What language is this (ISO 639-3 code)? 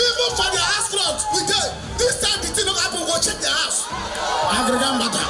pcm